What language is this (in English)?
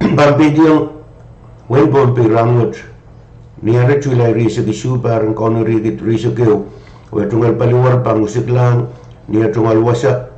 Pohnpeian